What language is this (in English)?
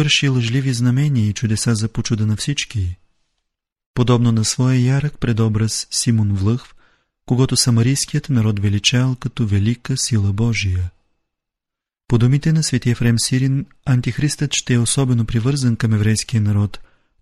Bulgarian